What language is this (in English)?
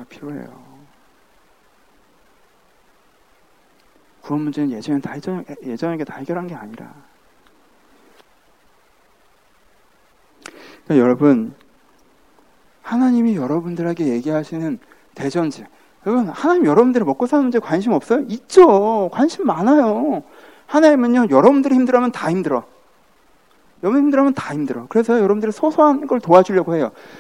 Korean